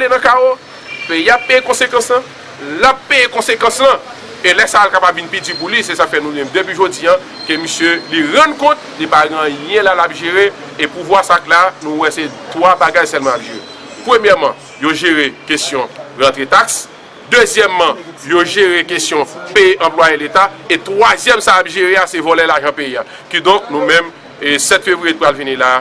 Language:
Haitian Creole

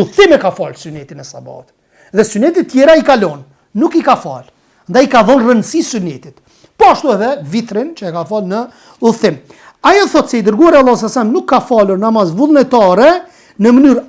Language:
Albanian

